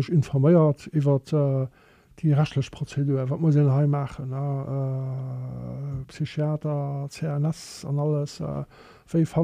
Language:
Luxembourgish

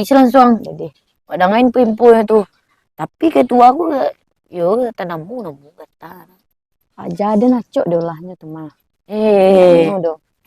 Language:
Minangkabau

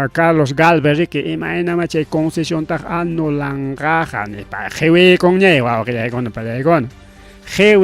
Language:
Ayacucho Quechua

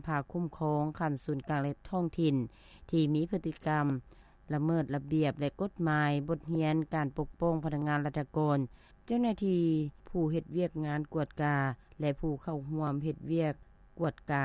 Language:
Lao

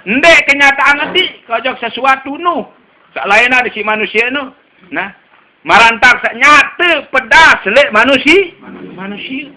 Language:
Sasak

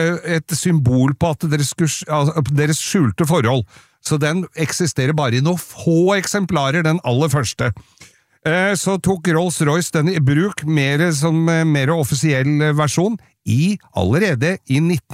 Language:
Norwegian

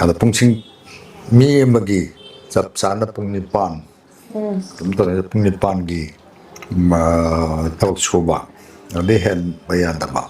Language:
Manipuri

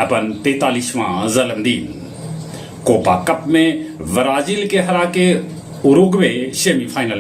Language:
Magahi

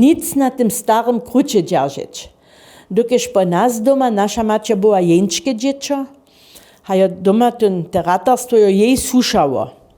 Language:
Upper Sorbian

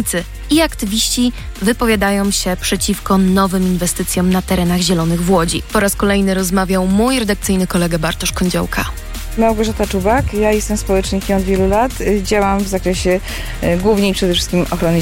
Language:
Polish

